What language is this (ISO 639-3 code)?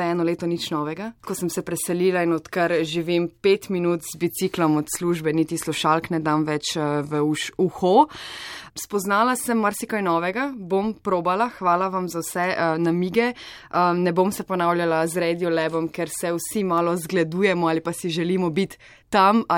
slv